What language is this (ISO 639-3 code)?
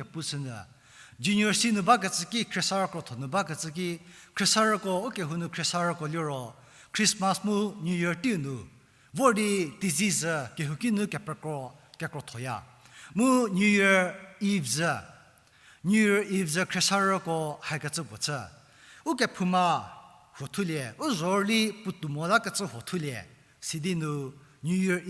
njm